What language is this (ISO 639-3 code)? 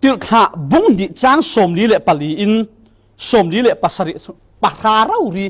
cfm